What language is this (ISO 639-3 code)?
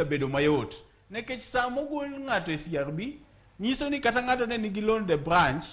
luo